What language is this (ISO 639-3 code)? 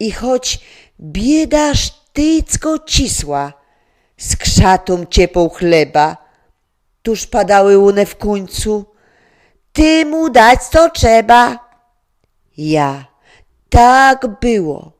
szl